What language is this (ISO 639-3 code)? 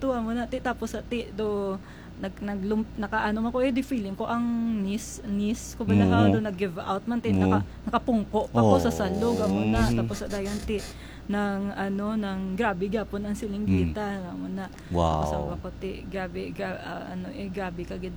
hil